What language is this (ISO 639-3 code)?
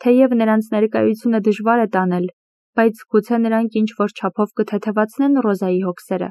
hye